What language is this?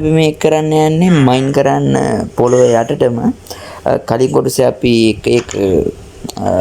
Sinhala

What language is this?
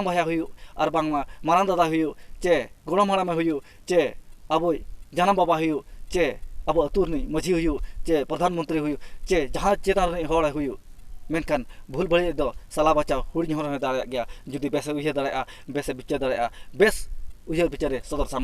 Santali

